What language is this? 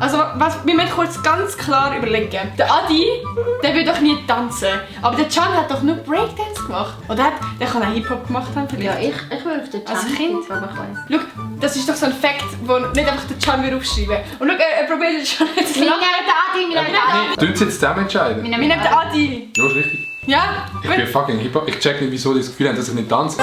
Swiss German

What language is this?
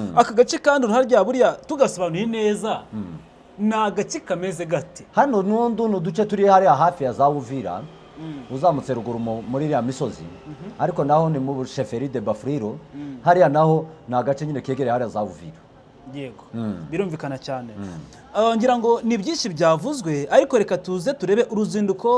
Kinyarwanda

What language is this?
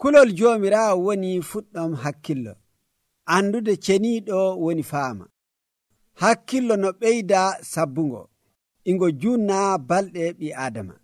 Nigerian Fulfulde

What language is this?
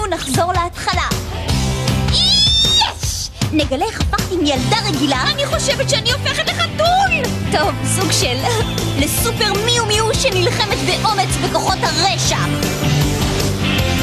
Hebrew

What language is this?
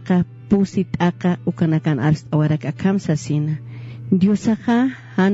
Aymara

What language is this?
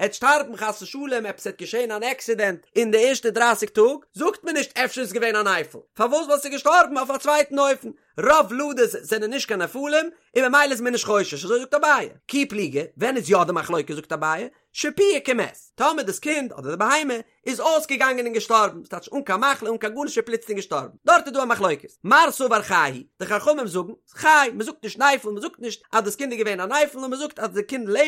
Yiddish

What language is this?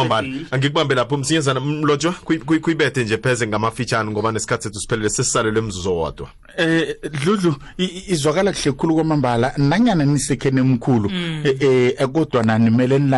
South Ndebele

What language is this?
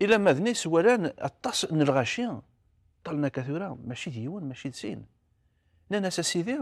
Kabyle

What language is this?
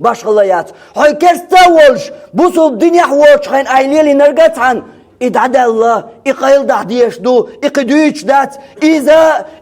Chechen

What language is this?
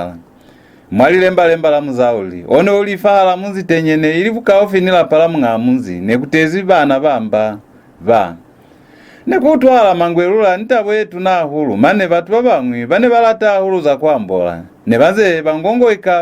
Lozi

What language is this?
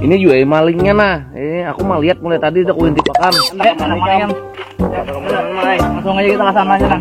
Banjar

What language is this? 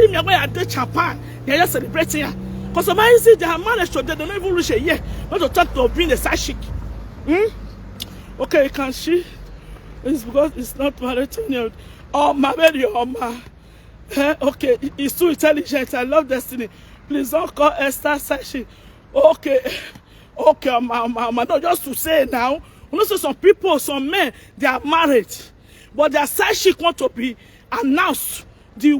Nigerian Pidgin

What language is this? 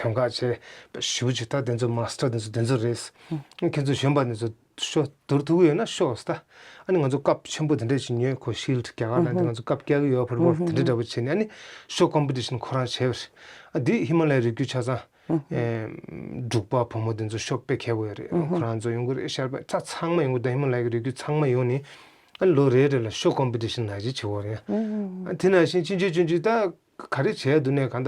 Tibetan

